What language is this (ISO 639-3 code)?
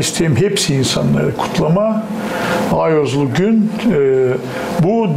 gag